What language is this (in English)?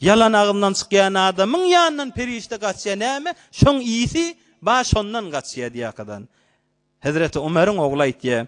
Turkmen